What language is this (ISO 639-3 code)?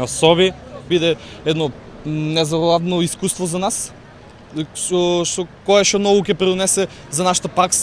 mkd